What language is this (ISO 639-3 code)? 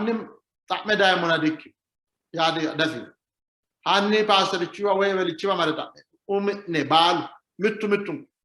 sid